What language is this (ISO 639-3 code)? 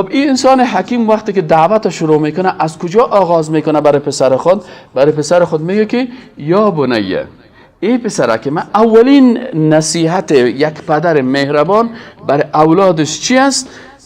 fas